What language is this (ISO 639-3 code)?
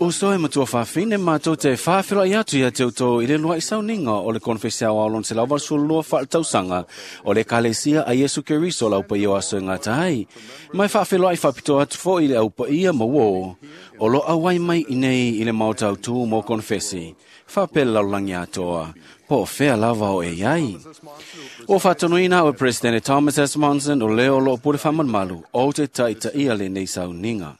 smo